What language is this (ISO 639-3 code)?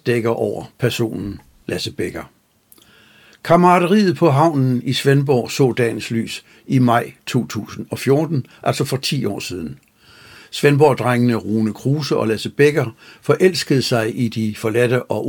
dan